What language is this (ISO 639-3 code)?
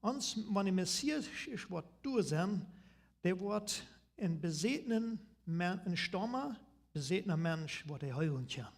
pdt